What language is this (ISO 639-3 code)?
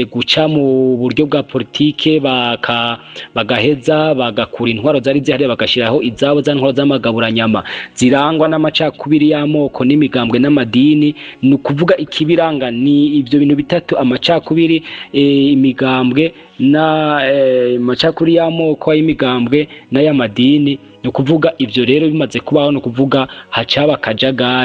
run